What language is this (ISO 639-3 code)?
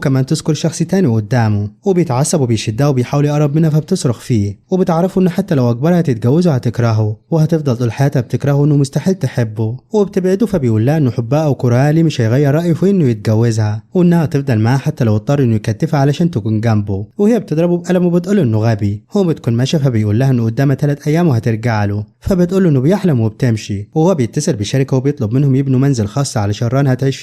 arz